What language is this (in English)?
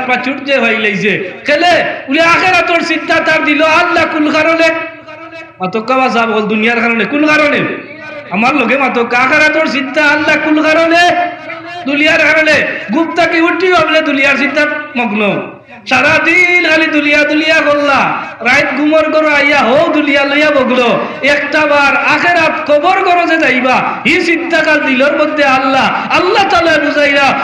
Sylheti